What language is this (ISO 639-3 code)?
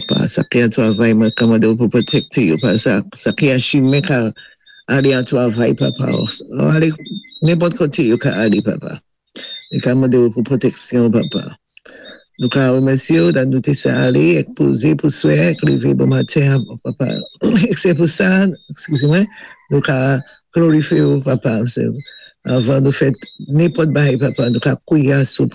acf